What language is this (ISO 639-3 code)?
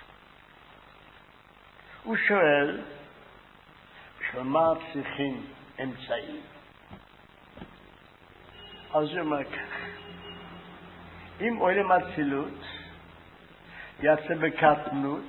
heb